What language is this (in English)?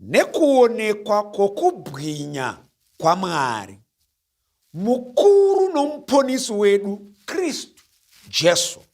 Shona